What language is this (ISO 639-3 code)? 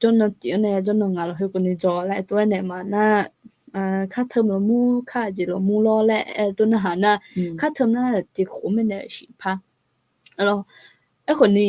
ahk